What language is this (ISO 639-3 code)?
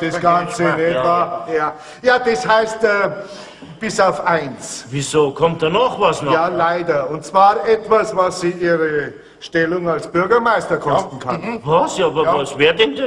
deu